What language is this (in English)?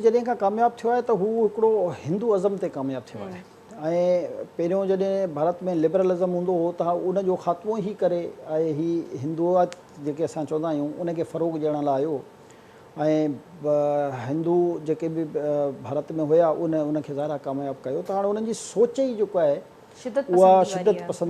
Sindhi